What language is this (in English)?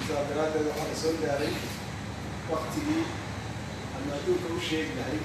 Somali